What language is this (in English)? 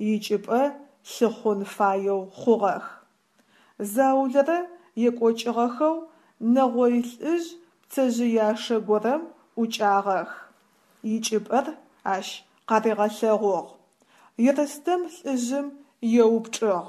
Adyghe